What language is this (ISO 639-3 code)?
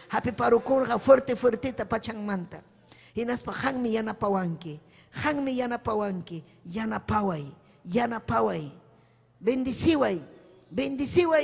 quy